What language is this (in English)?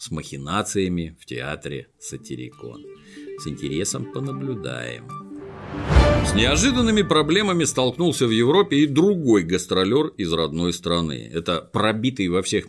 Russian